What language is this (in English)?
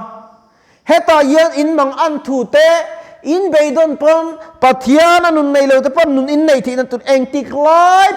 Mizo